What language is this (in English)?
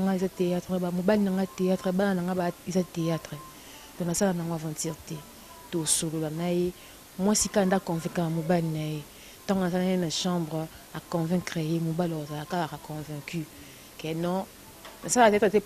Lingala